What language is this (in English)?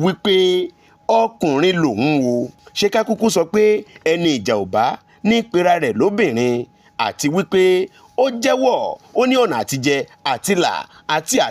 Yoruba